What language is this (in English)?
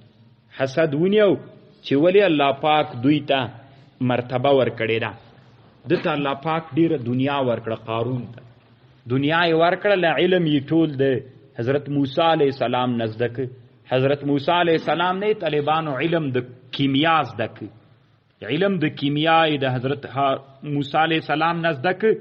Pashto